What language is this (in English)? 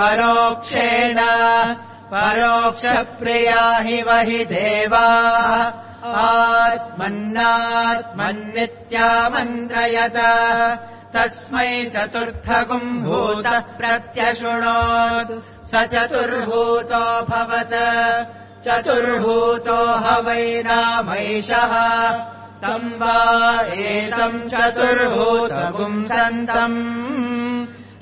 Sanskrit